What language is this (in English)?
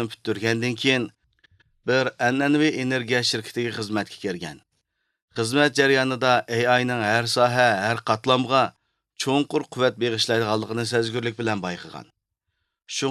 Uyghur